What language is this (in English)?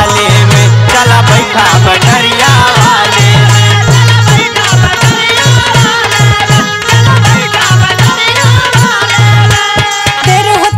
Bhojpuri